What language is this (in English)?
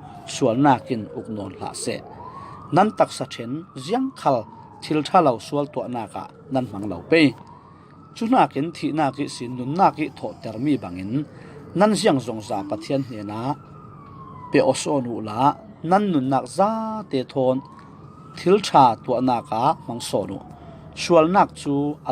Falam Chin